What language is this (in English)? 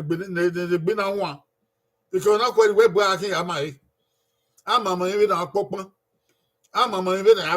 Bini